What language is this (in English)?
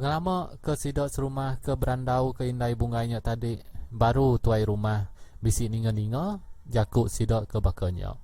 Iban